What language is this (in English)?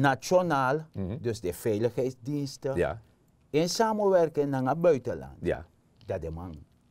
Sranan Tongo